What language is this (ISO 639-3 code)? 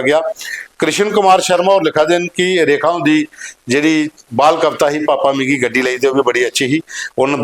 doi